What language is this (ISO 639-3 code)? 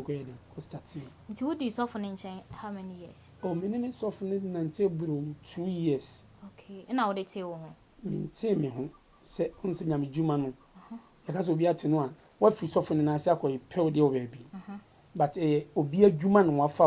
aka